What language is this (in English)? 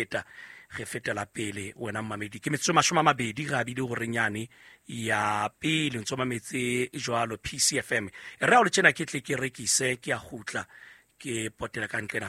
Southern Sotho